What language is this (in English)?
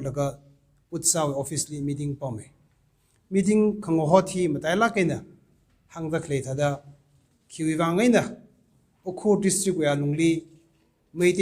Tangkhul Naga (India)